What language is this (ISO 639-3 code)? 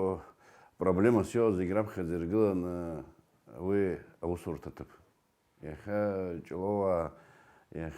abk